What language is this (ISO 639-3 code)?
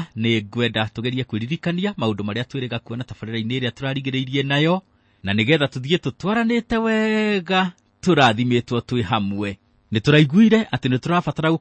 kik